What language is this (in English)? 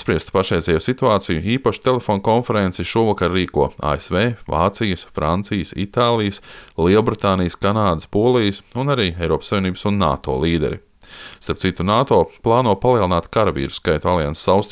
Latvian